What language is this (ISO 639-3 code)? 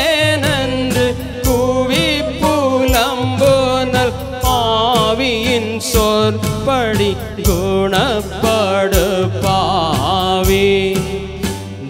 tam